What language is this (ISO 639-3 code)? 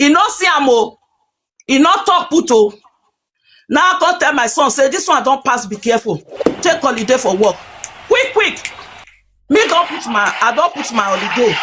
pcm